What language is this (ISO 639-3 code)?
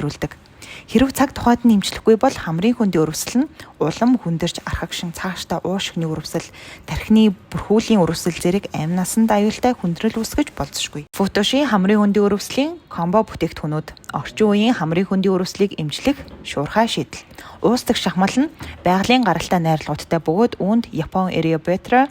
mon